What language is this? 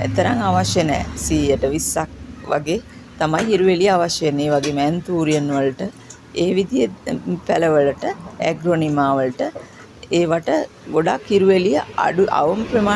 Sinhala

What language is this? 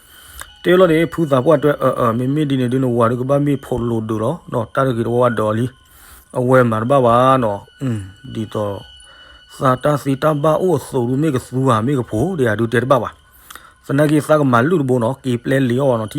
S'gaw Karen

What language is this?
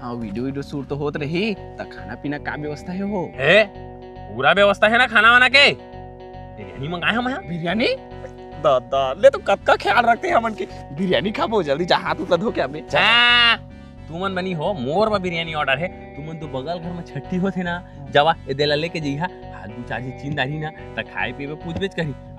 Chhattisgarhi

